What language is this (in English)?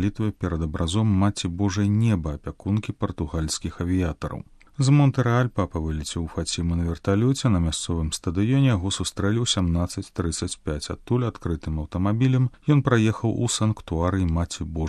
Belarusian